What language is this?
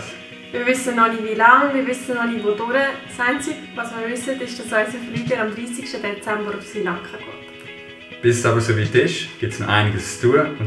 Swiss German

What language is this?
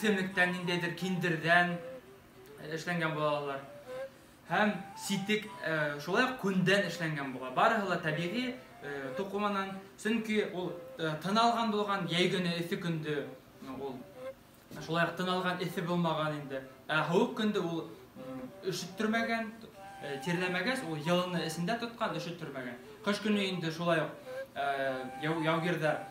Bashkir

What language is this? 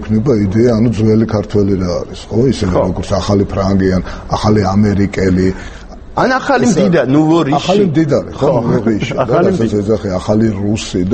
Georgian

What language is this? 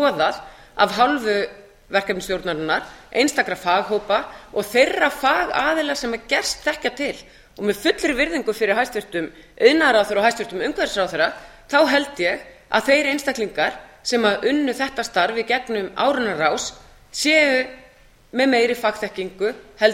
Icelandic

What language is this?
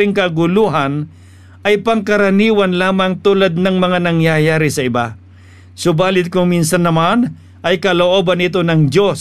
Filipino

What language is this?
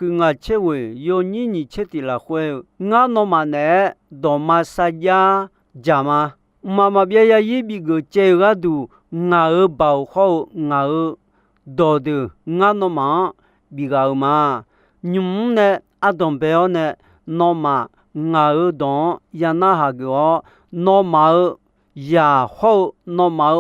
Akha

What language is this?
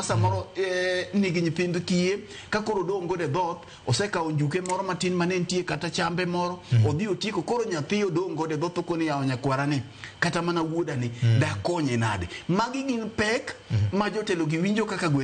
Luo (Kenya and Tanzania)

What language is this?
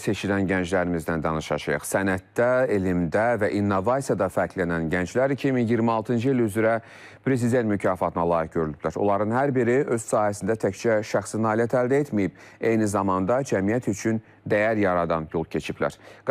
Azerbaijani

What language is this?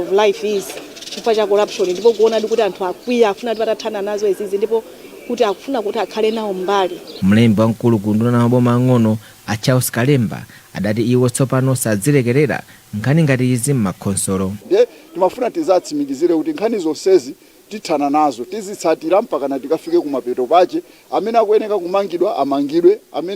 Nyanja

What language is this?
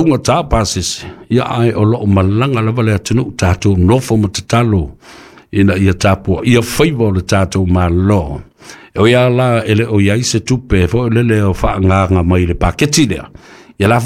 Samoan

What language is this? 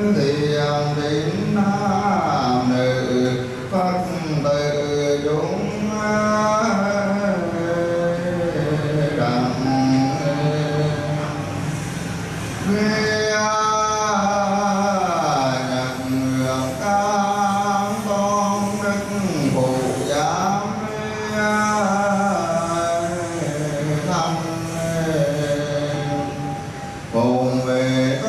Vietnamese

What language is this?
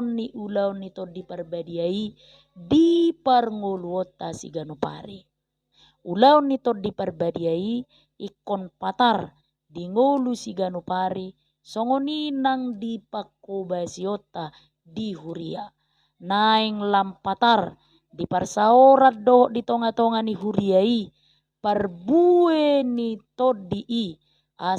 Batak Toba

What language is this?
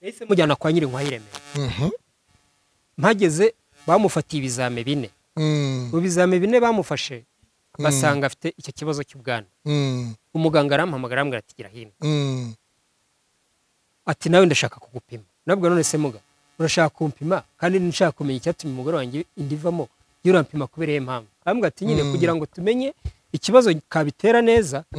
Kinyarwanda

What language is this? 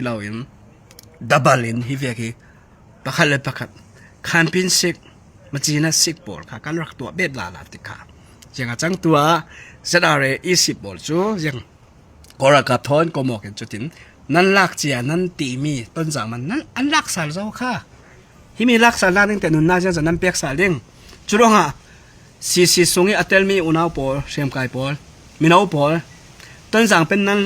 Falam Chin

